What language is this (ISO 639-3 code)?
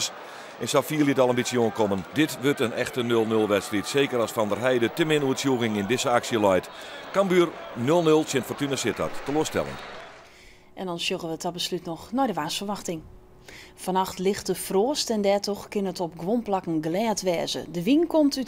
fry